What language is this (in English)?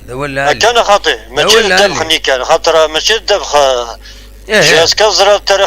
Kabyle